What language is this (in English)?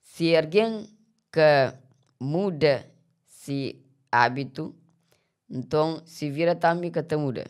Kabuverdianu